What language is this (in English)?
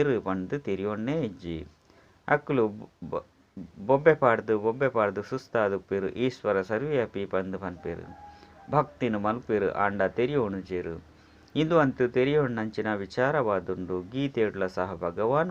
Tulu